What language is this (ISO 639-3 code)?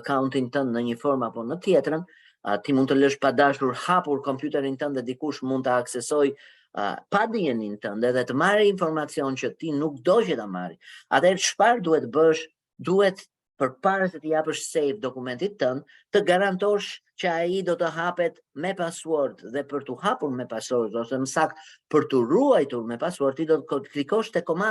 sqi